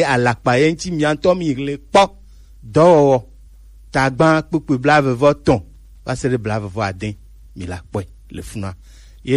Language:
Gen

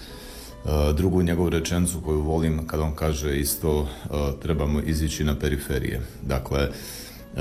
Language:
Croatian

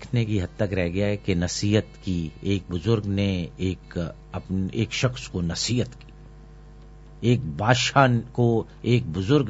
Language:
Urdu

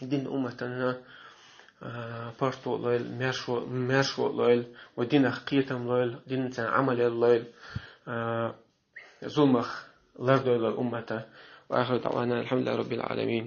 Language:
Chechen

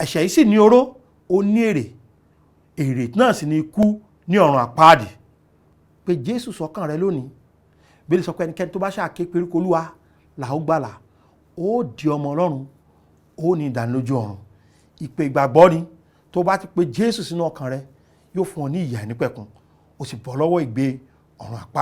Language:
Yoruba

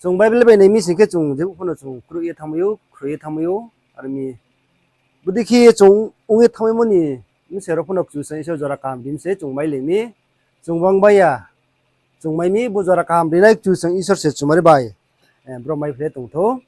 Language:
Riang (India)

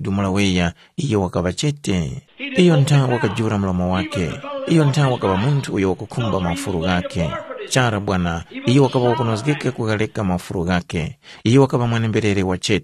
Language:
Tumbuka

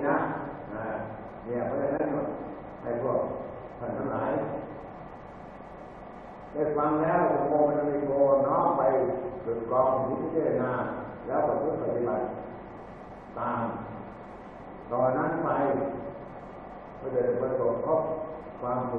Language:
Thai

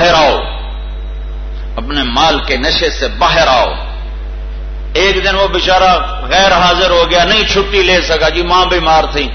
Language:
Urdu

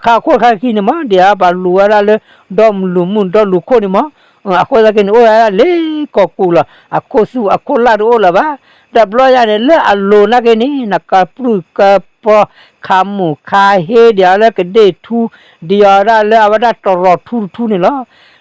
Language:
S'gaw Karen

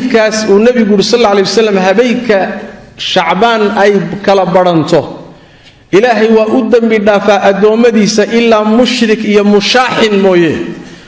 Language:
Somali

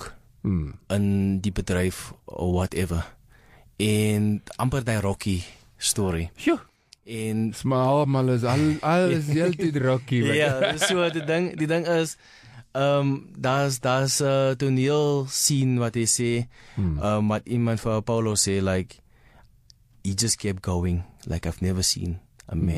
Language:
Afrikaans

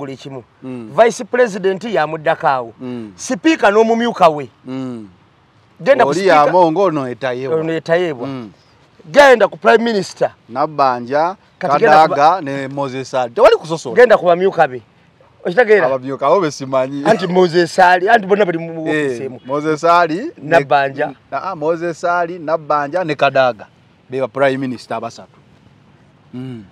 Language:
Ganda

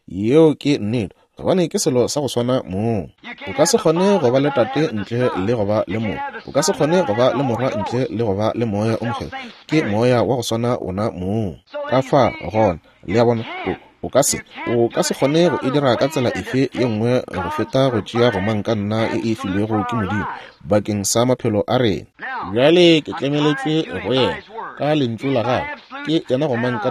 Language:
Northern Sotho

